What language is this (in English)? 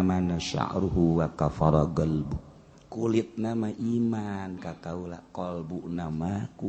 Sundanese